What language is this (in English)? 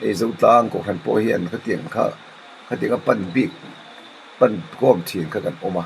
Mizo